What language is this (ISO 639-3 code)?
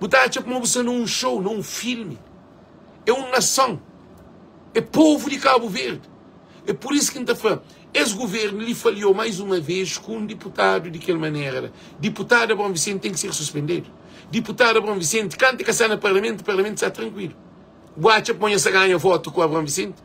kea